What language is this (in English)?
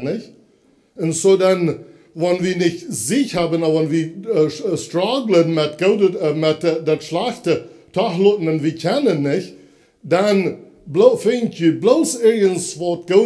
Plautdietsch